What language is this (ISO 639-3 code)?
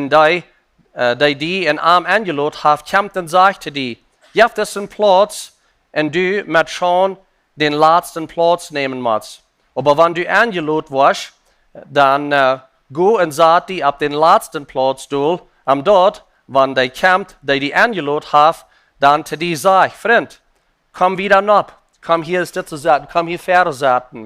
pdt